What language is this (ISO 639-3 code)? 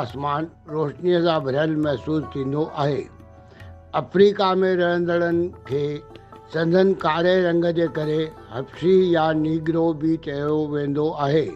snd